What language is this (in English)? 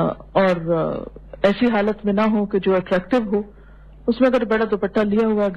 Urdu